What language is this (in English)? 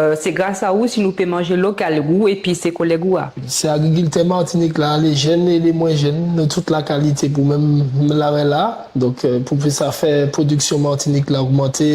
Guadeloupean Creole French